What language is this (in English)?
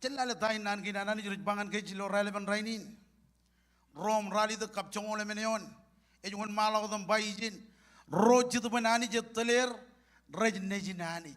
Marshallese